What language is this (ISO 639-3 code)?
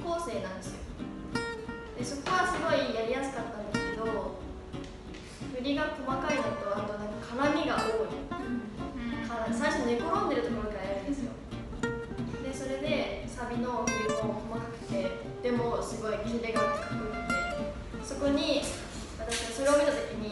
jpn